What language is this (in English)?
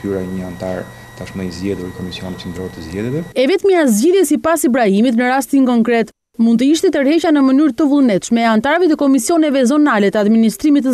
Albanian